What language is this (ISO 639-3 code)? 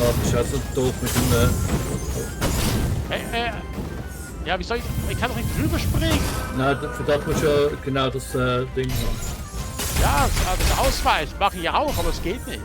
gsw